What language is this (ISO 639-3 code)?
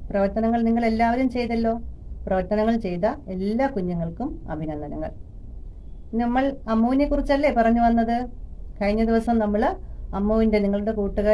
mal